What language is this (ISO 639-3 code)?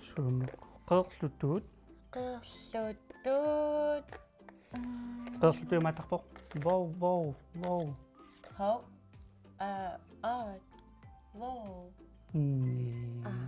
kal